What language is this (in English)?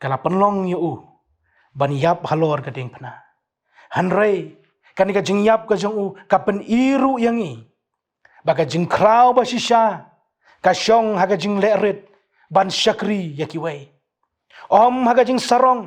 Khasi